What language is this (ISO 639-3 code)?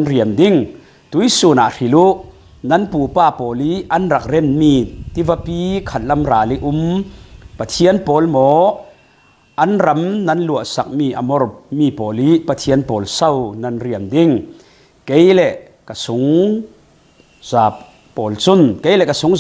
cfm